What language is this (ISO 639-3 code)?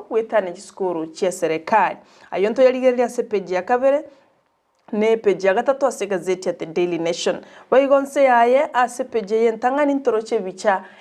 guz